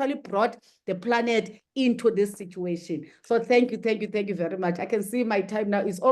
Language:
English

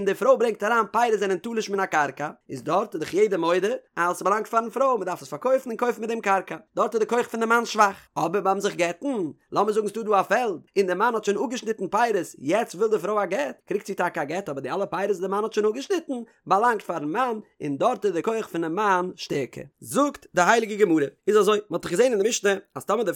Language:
Yiddish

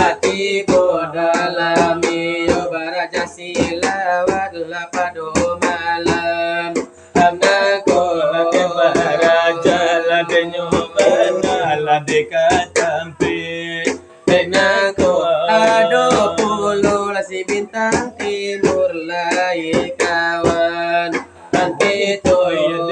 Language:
Minangkabau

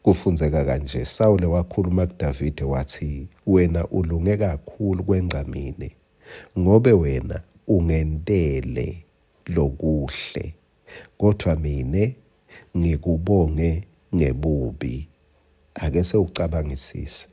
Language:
Swati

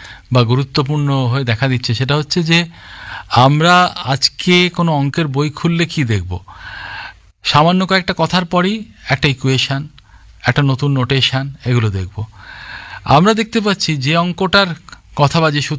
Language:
Bangla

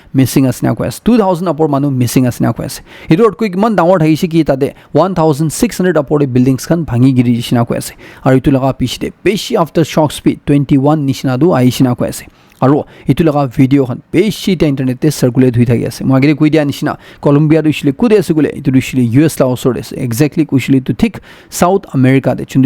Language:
Naga Pidgin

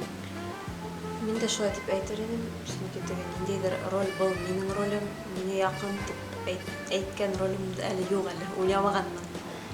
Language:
Bashkir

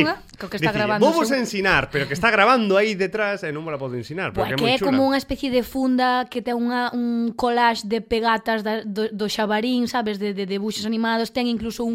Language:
Galician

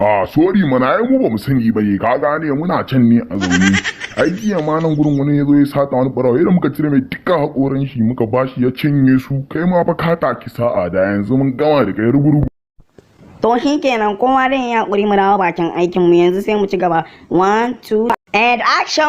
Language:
Hausa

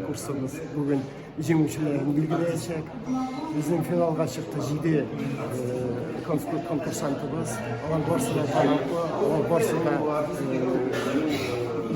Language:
Tatar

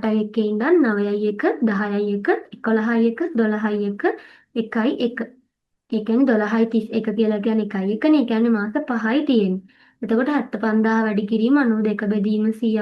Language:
Sinhala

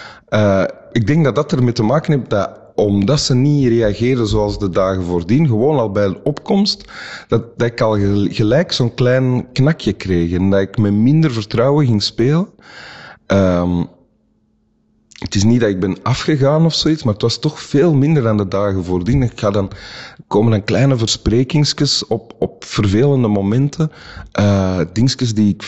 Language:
Dutch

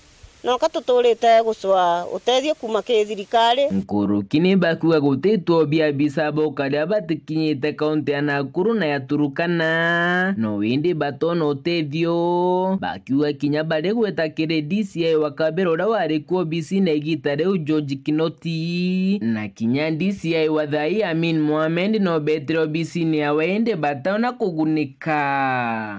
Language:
Meru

